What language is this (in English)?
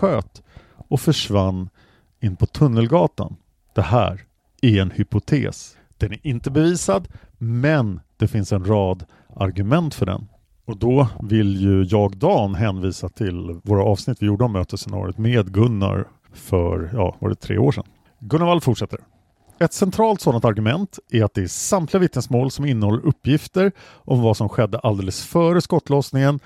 Swedish